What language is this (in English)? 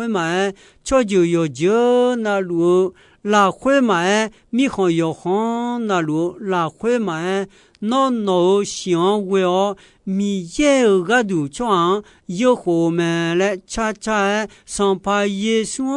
Akha